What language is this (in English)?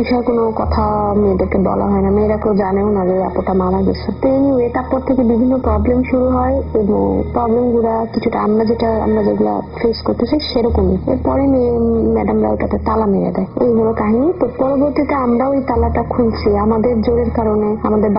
Bangla